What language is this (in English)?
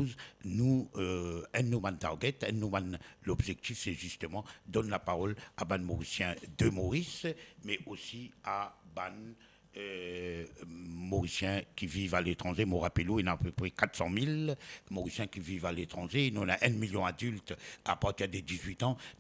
Morisyen